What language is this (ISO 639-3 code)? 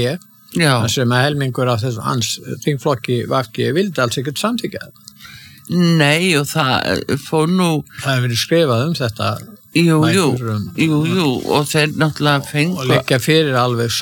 isl